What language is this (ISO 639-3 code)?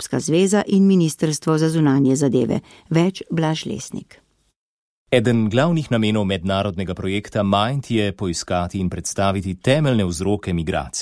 slv